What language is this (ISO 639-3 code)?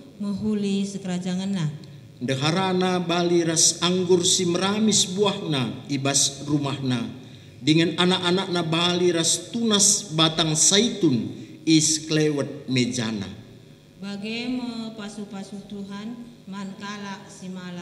btx